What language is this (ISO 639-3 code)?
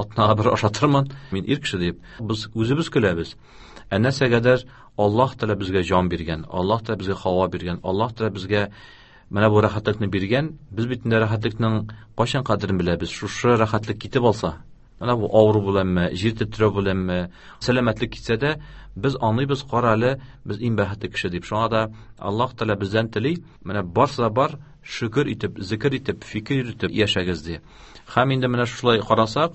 tat